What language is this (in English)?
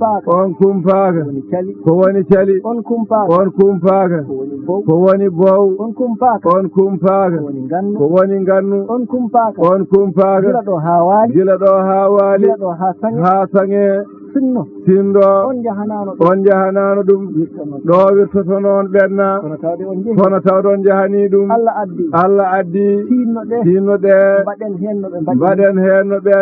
Fula